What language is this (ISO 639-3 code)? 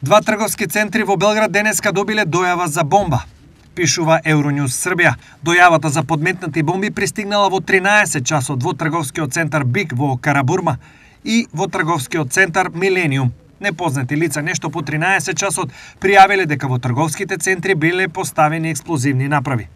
mkd